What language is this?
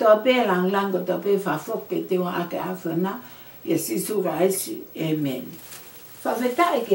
Tongan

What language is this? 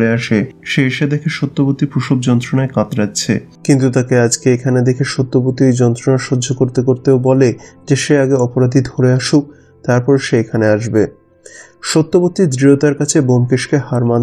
Bangla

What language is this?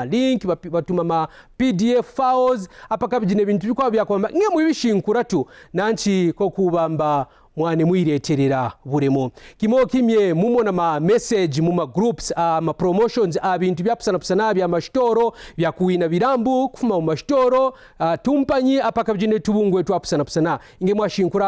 Kaonde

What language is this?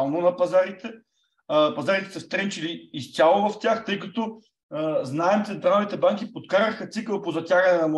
Bulgarian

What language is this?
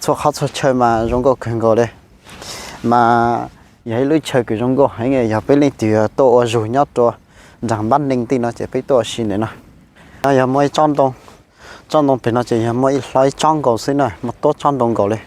Hmong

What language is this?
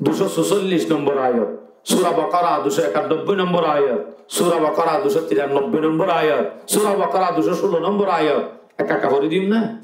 Rohingya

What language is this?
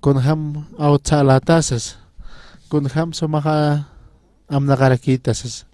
Aymara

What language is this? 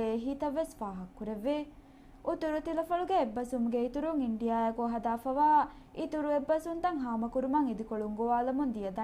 Divehi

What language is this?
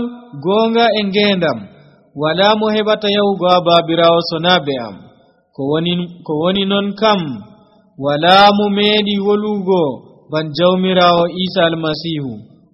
Nigerian Fulfulde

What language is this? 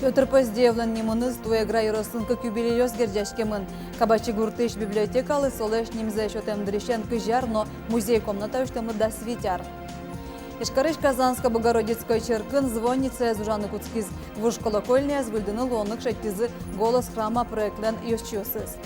Udmurt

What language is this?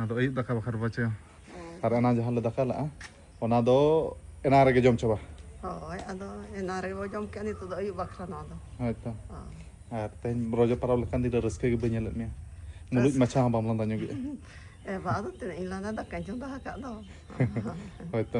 Santali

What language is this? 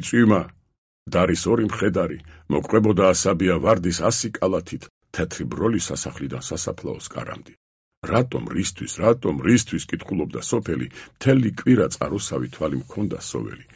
Georgian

